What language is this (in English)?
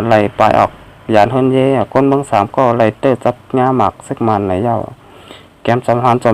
Shan